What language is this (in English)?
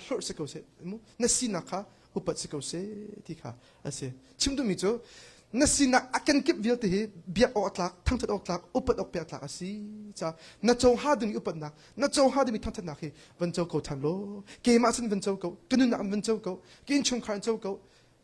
Hakha Chin